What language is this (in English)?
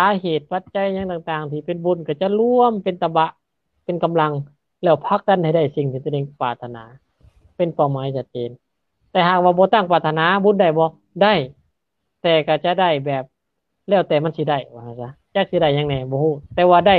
Lao